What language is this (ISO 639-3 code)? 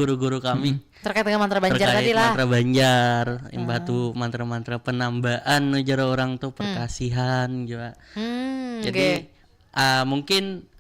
bjn